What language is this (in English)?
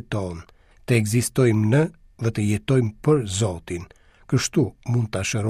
Albanian